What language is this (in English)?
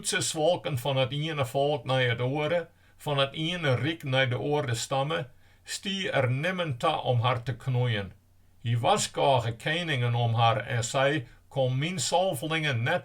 Western Frisian